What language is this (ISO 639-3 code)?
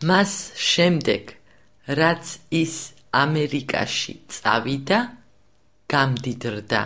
kat